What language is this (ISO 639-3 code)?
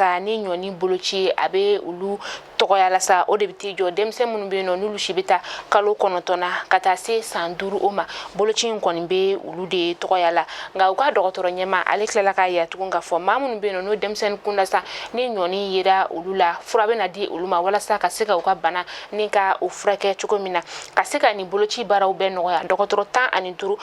bam